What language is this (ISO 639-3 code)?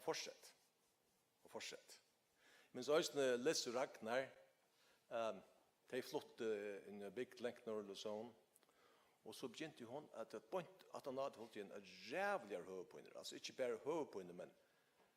fao